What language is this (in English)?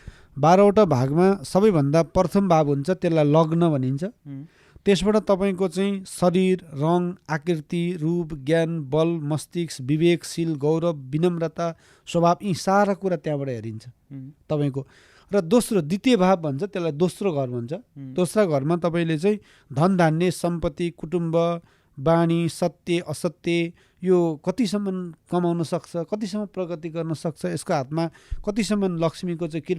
Nepali